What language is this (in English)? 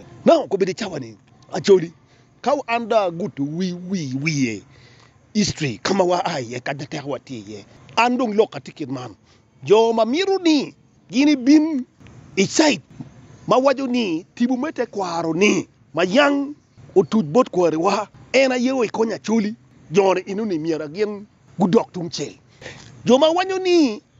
Acoli